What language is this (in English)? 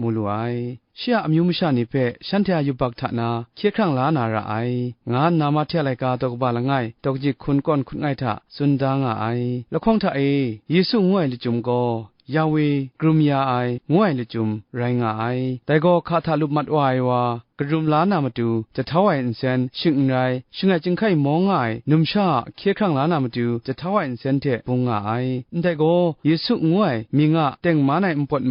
Kachin